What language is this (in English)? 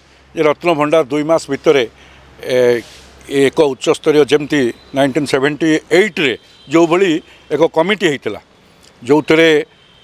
Odia